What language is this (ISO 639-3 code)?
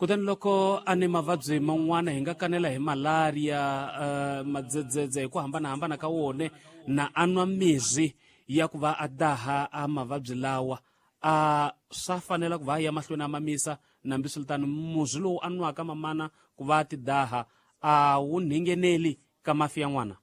tso